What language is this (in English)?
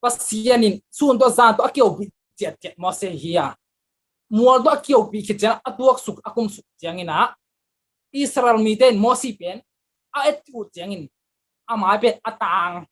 Tedim Chin